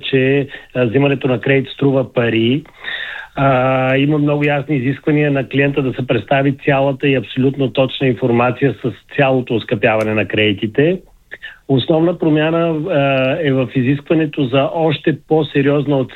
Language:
Bulgarian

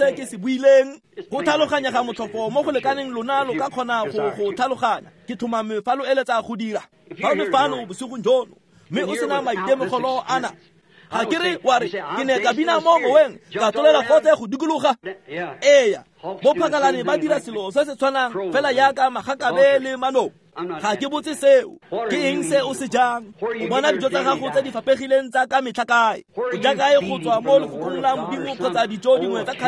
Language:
Tswana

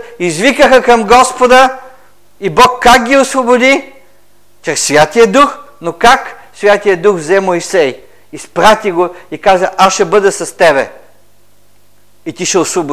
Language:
Bulgarian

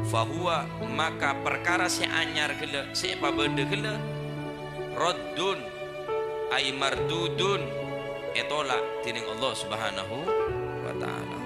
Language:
Madurese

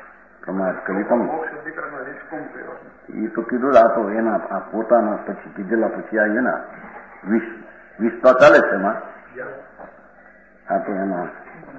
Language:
Gujarati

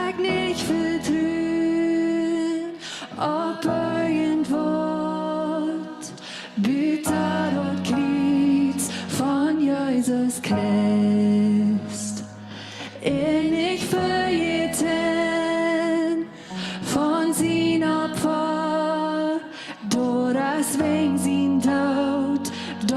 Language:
Plautdietsch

